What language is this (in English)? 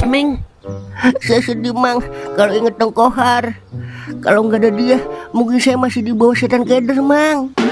Betawi